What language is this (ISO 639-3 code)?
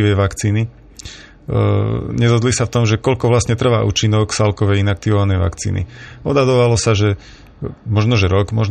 slk